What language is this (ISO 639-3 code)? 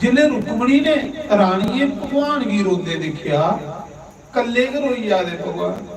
doi